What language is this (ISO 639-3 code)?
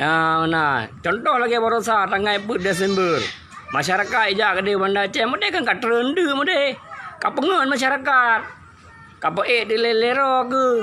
ace